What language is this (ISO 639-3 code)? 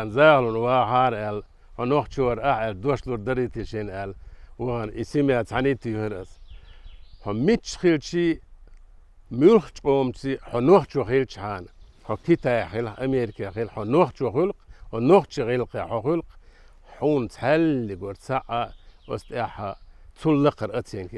che